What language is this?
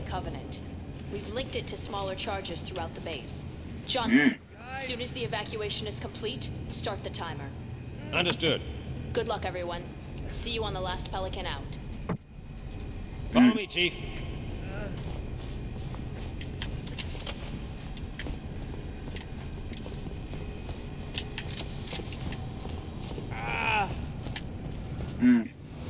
English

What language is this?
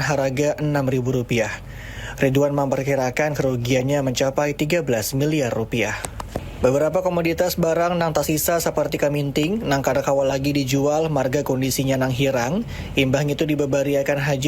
Banjar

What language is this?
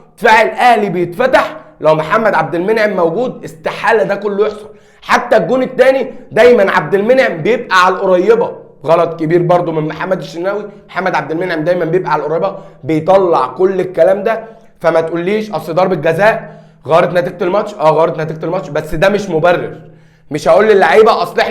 Egyptian Arabic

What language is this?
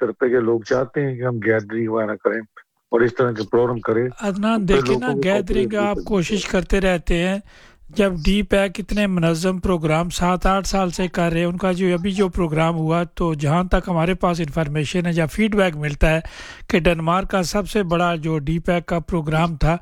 Urdu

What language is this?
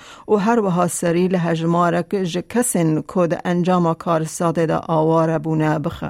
Kurdish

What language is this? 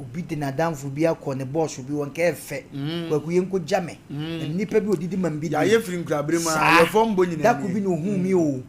Akan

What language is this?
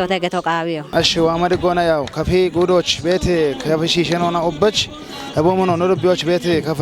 Kafa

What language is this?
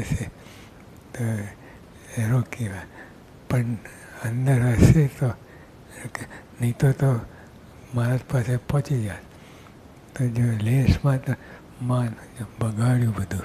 Gujarati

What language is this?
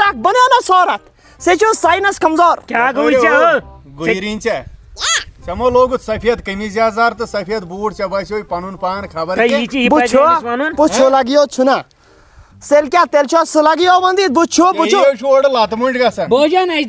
Kashmiri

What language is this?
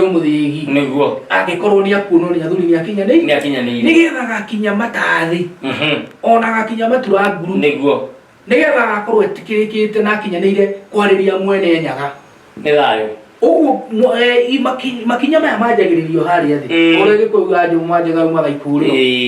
Kikuyu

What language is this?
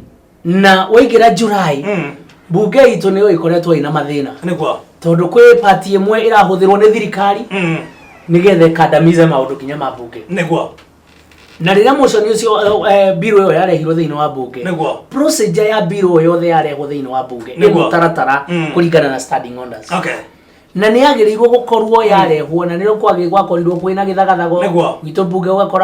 Kikuyu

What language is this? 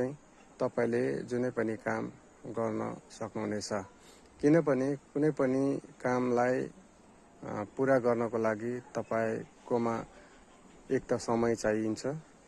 Nepali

